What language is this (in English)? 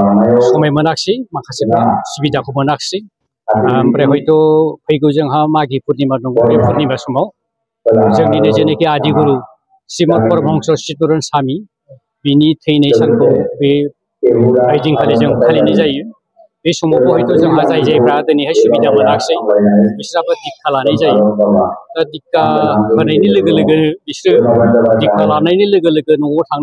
Bodo